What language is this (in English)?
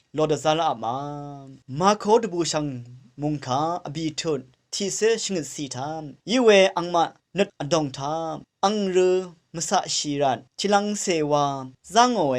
Rawang